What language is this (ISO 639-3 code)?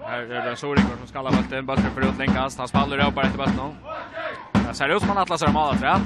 fao